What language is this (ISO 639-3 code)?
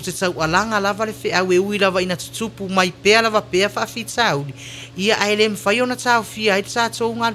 smo